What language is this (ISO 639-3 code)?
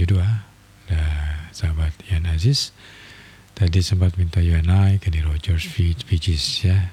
ind